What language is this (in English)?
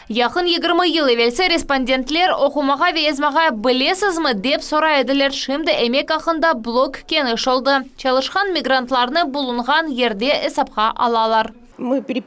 Crimean Tatar